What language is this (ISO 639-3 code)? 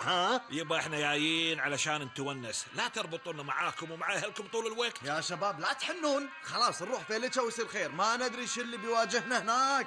afb